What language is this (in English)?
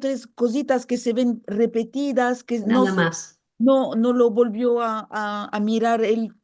Ladino